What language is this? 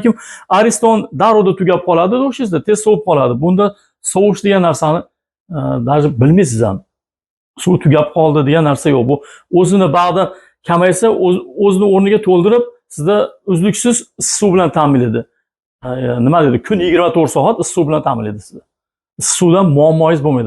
Uzbek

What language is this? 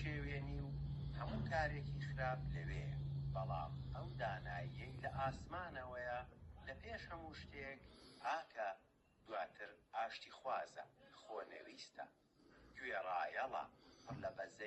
Central Kurdish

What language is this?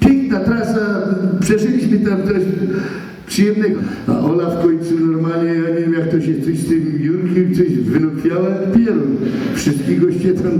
Silesian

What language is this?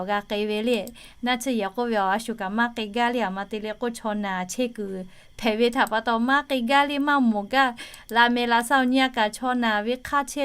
Lahu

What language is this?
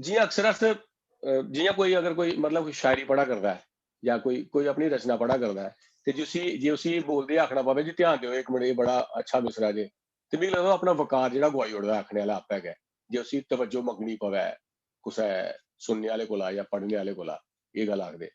Dogri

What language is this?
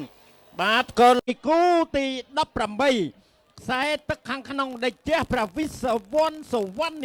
Khmer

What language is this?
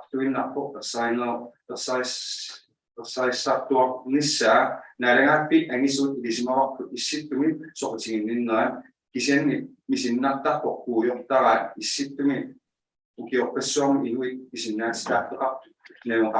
Inuktitut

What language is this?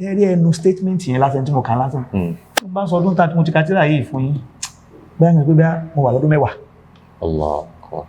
Yoruba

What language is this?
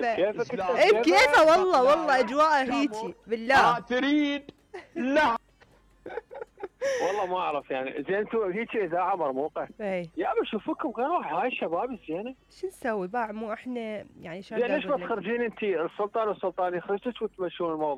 Mesopotamian Arabic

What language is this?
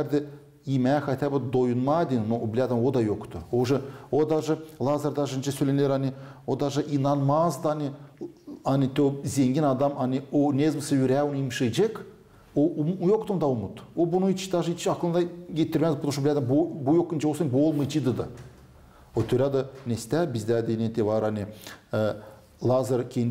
Gagauz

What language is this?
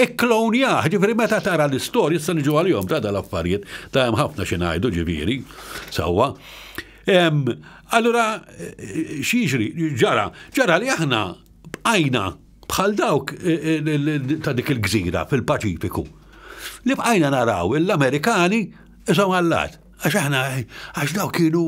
Maltese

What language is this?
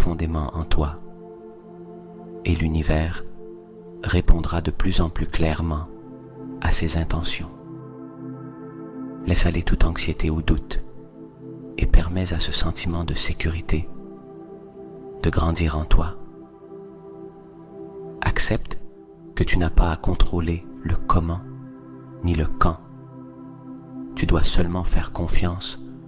French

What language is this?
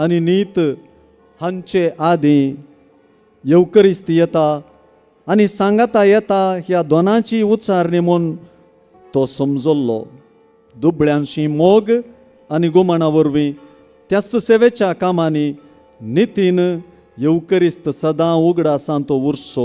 Konkani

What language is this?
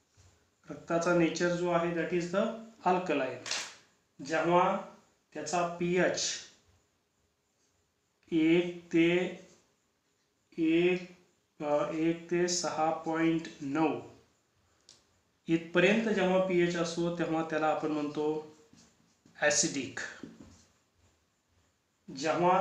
Marathi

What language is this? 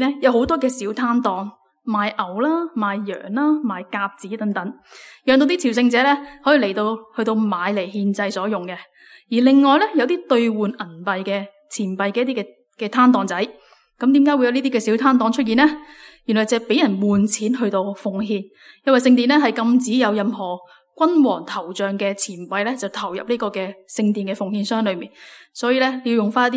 Cantonese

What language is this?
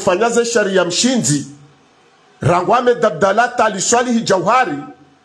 Swahili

